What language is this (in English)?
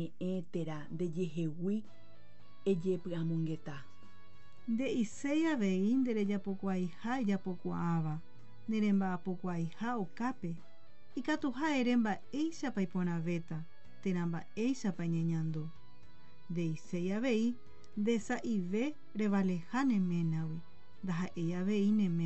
Guarani